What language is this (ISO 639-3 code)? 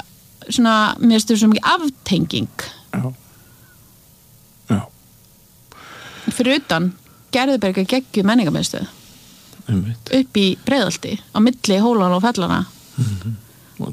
isl